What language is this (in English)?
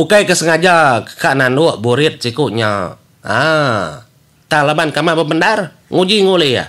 Iban